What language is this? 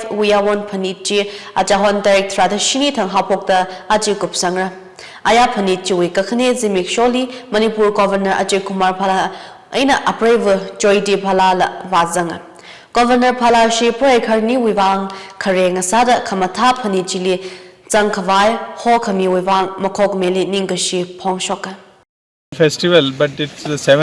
Tangkhul Naga (India)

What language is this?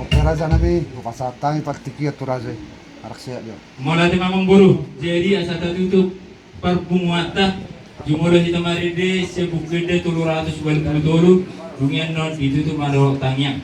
Batak Toba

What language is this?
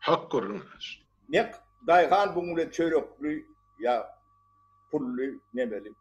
Turkmen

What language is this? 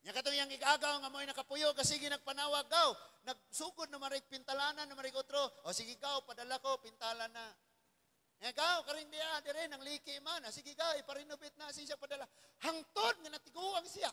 Cebuano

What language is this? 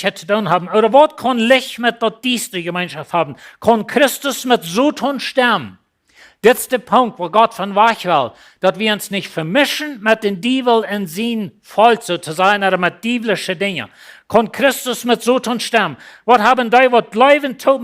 Plautdietsch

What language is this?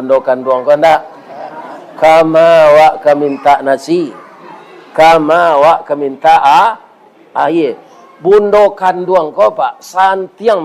Minangkabau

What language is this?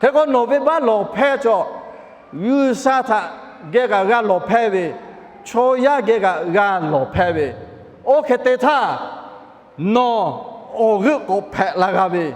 Lahu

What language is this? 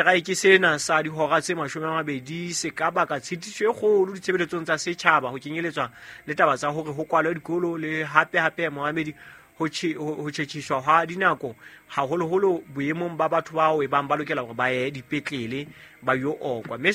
Southern Sotho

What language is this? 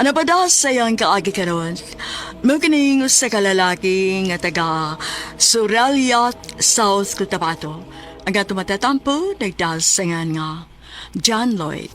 Cebuano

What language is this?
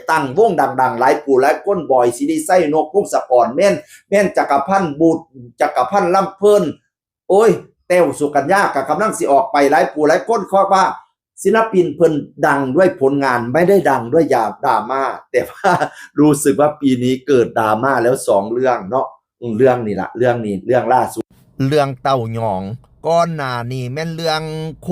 Northeastern Thai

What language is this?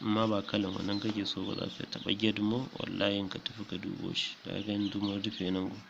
Hausa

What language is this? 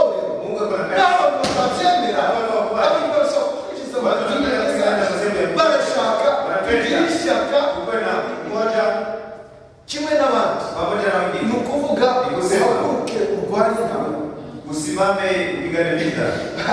Kinyarwanda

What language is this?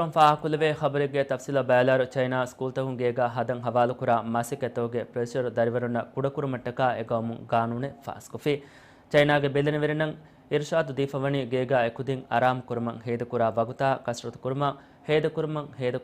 Divehi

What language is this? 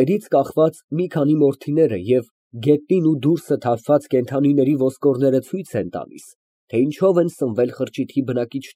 Armenian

